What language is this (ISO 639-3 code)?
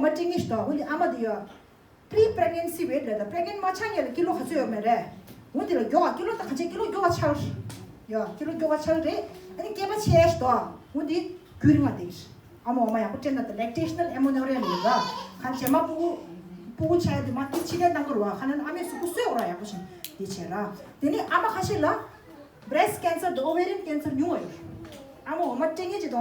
bod